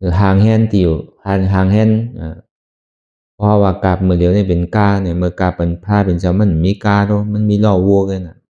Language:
Shan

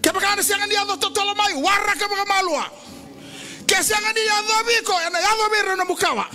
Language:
Fijian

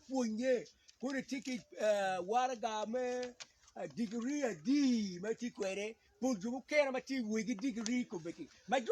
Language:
Acoli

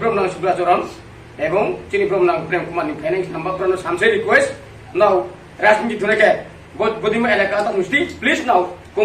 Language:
Kok Borok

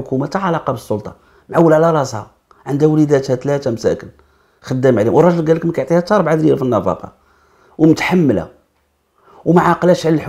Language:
Moroccan Arabic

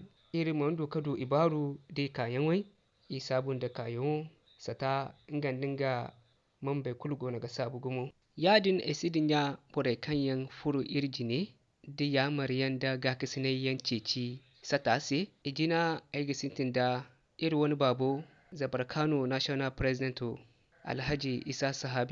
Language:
Zarma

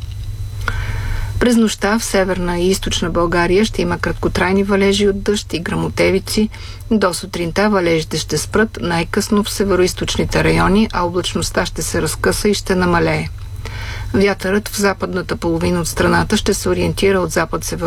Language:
Bulgarian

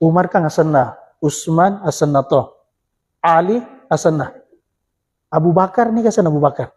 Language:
Buginese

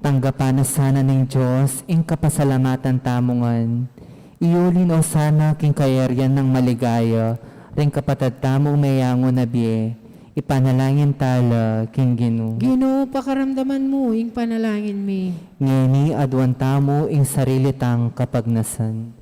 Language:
Pampanga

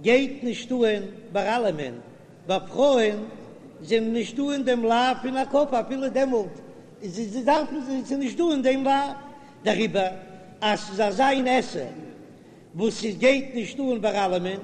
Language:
Yiddish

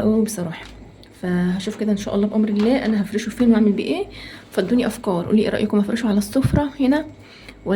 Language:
Egyptian Arabic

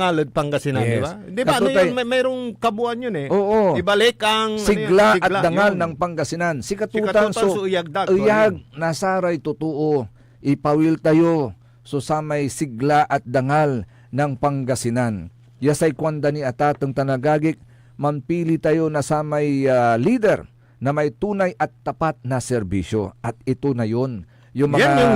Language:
Pangasinan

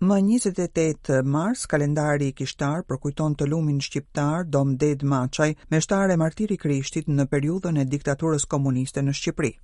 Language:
Albanian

